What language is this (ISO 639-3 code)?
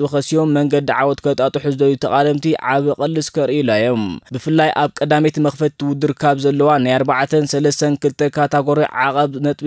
tir